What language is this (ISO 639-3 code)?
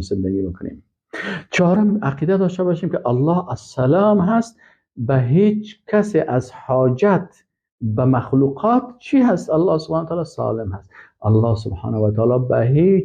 fas